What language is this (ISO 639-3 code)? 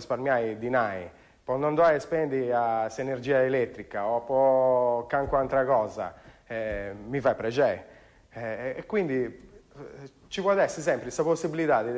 srd